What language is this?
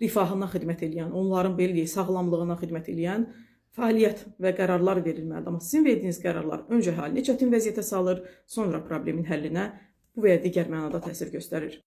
Azerbaijani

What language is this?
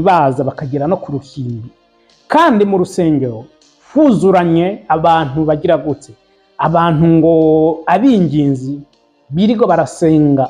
Rundi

